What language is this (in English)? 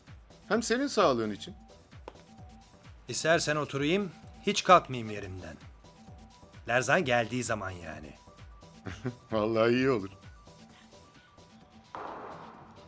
Turkish